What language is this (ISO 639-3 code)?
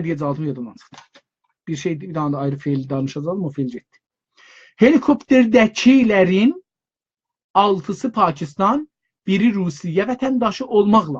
azb